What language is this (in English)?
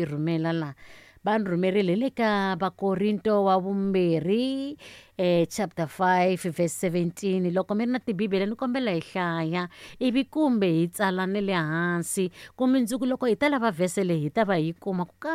Tsonga